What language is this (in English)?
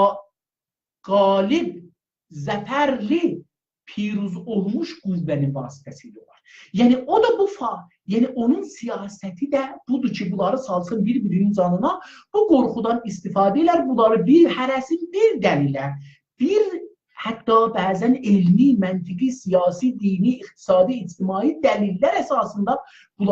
South Azerbaijani